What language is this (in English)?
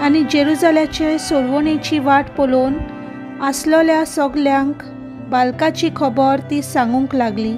Konkani